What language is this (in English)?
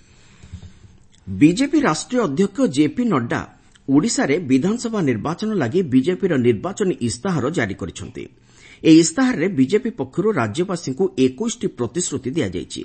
Odia